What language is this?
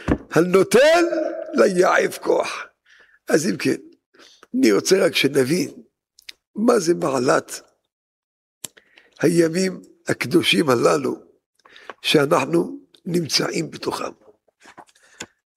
Hebrew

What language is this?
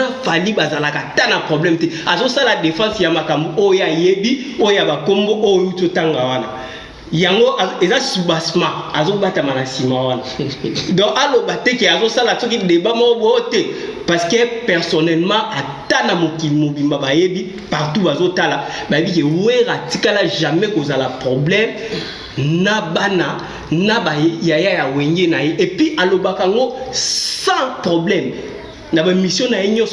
Lingala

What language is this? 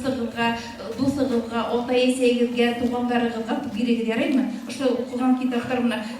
Bashkir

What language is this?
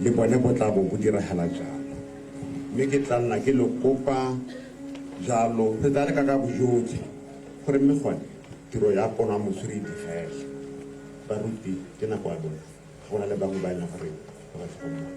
Tswana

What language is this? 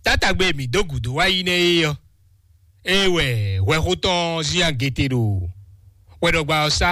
Fon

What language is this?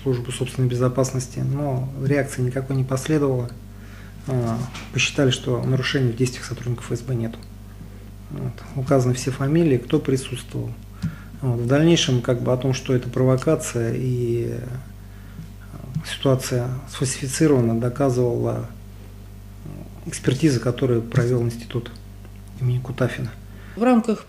Russian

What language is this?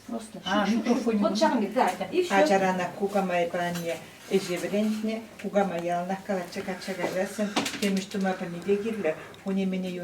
Chuvash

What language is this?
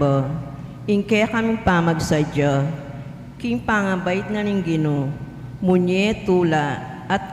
Pampanga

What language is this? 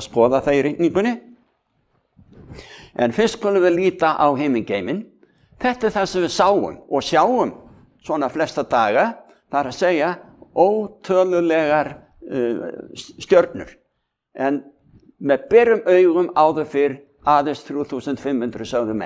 Icelandic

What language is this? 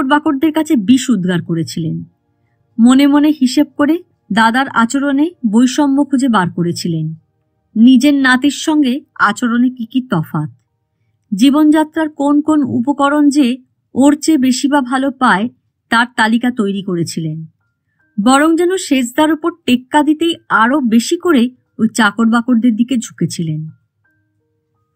Bangla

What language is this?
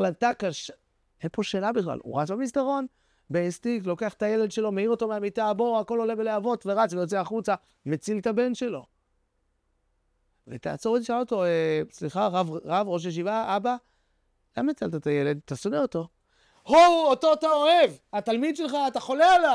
Hebrew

